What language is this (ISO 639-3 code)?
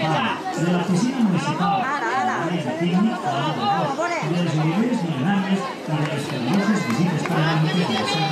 cat